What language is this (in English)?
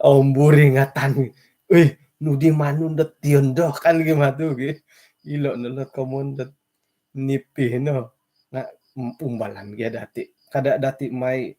Central Dusun